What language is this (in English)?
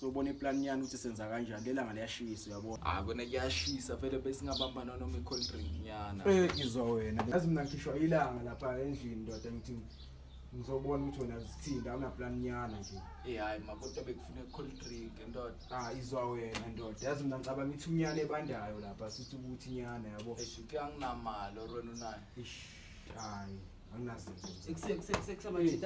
Zulu